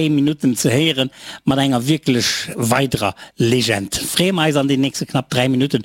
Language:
Luxembourgish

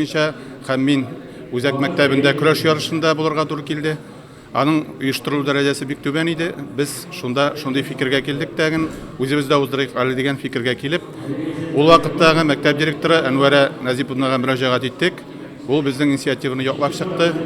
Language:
Tatar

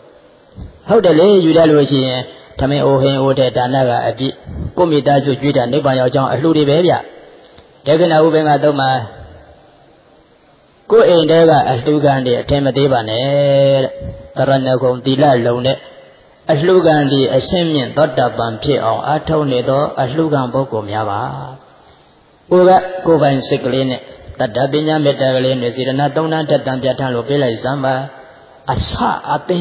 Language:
Burmese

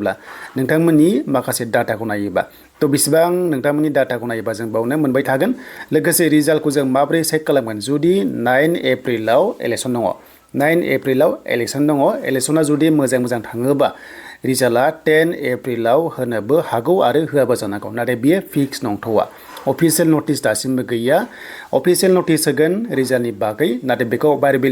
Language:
Bodo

